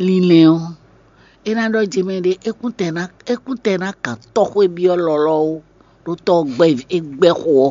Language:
Fon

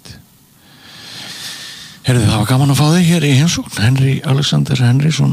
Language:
Icelandic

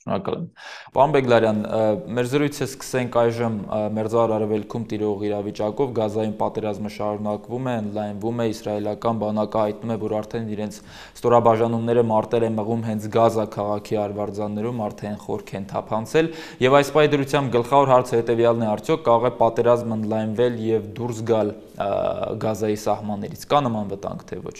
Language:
Armenian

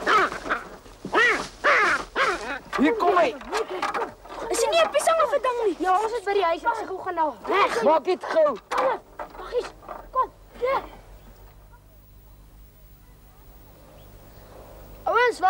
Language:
Afrikaans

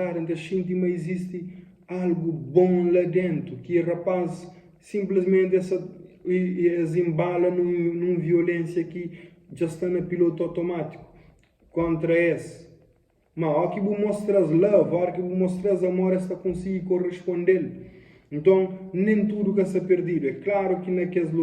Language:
Kabuverdianu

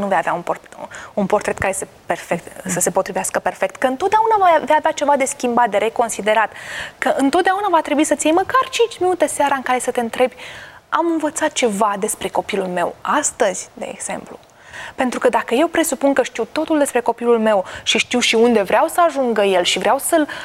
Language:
Romanian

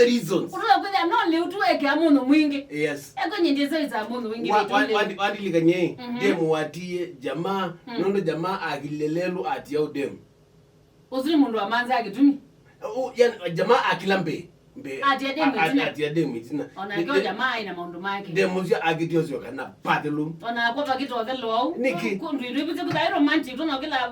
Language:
Kamba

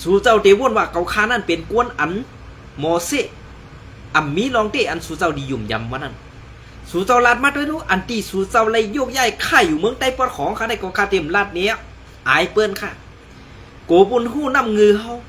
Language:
Shan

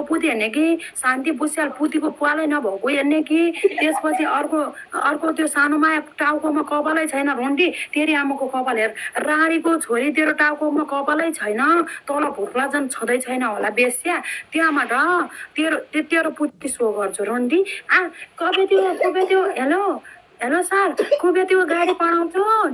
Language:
Nepali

